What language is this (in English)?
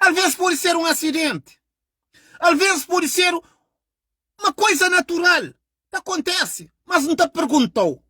Kabuverdianu